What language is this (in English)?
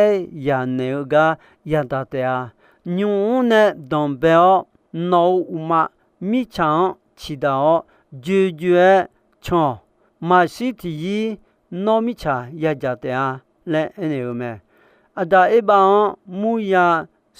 Akha